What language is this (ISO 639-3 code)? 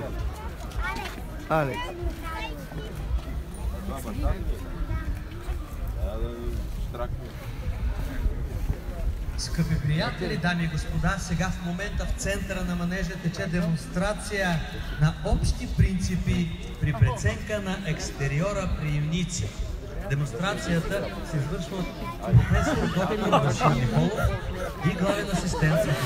bul